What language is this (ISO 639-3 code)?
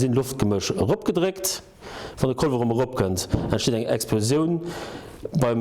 ltz